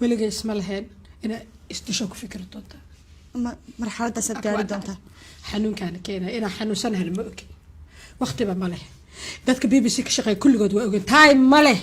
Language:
Somali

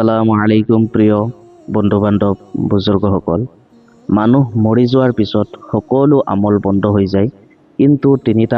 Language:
Assamese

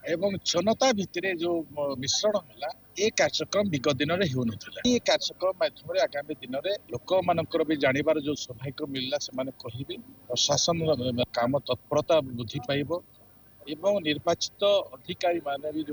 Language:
Odia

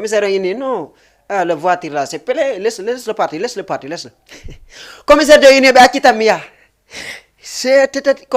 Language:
Fula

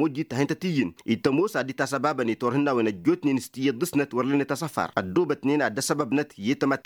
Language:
Tamasheq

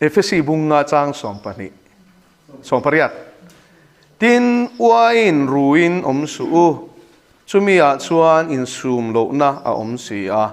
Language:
Mizo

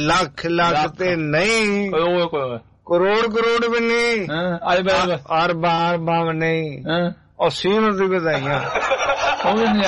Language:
Punjabi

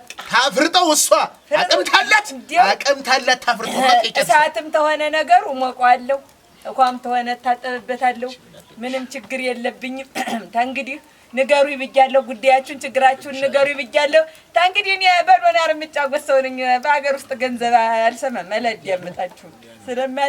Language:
Amharic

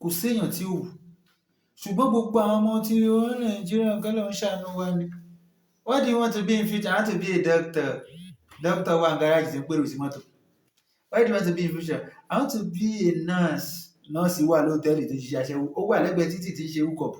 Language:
Yoruba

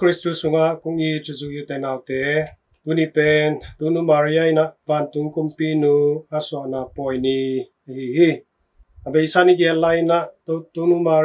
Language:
Tedim Chin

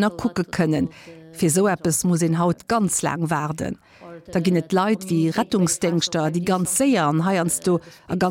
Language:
Luxembourgish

